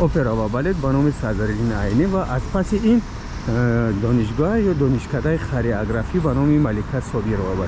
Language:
Tajik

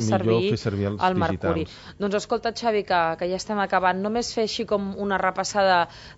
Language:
Catalan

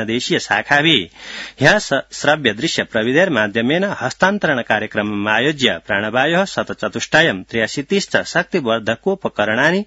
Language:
Sanskrit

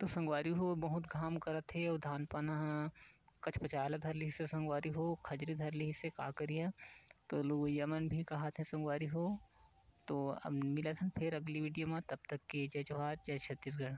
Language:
Chhattisgarhi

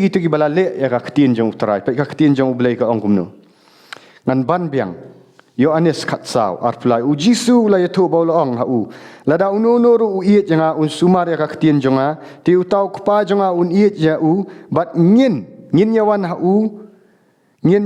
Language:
Khasi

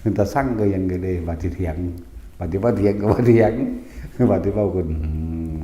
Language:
Northeastern Thai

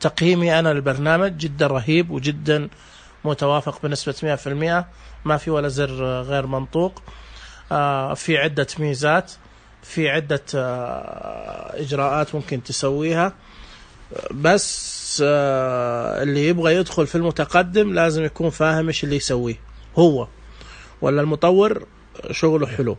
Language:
Najdi Arabic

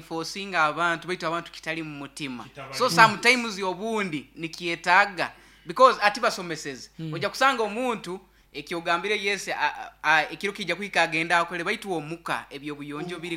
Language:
Nyoro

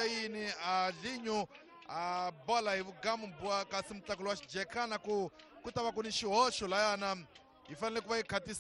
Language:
Tsonga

